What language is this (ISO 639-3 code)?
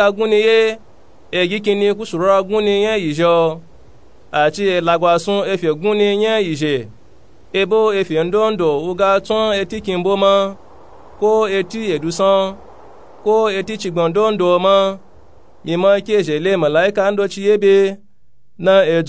nup